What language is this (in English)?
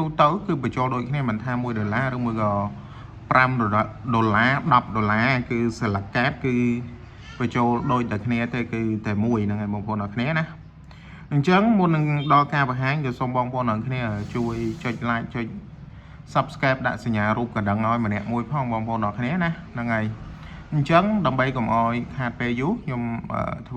Khmer